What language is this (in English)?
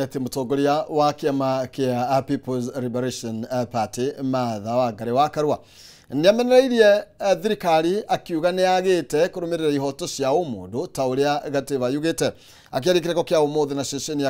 Kikuyu